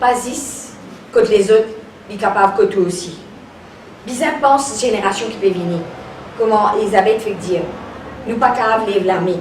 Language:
Morisyen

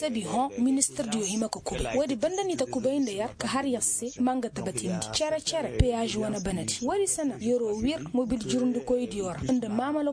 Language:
Koyraboro Senni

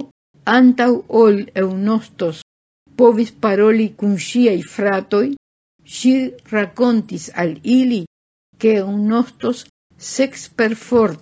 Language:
Esperanto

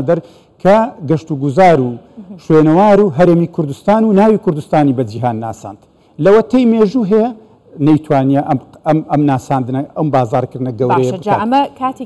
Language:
Central Kurdish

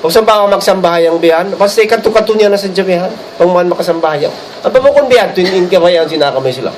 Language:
Tausug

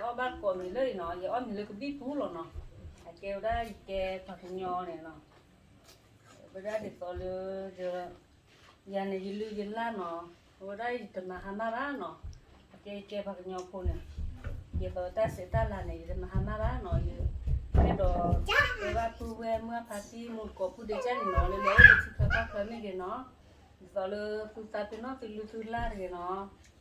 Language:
S'gaw Karen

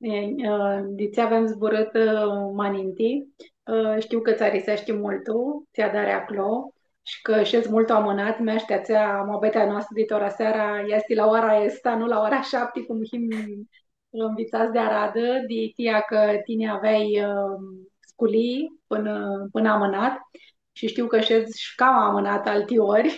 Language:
Aromanian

